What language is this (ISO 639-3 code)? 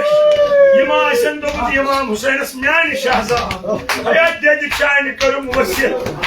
kas